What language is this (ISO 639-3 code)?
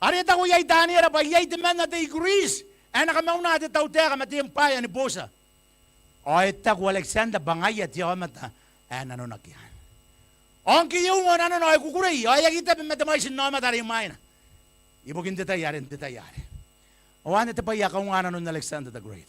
gil